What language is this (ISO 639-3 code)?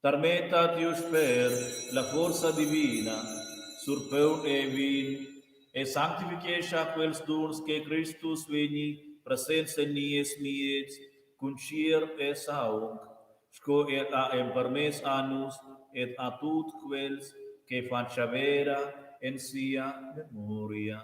roh